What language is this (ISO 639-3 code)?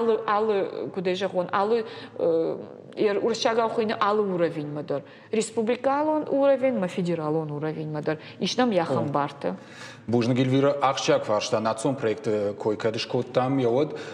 oss